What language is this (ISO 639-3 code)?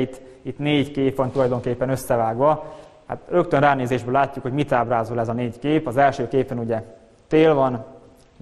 hun